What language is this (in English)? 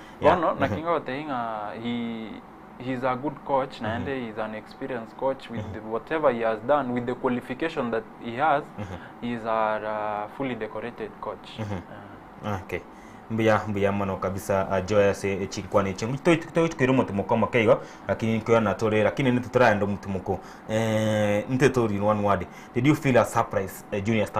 Gusii